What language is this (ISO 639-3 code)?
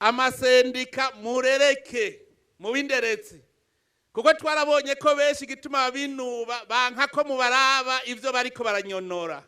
run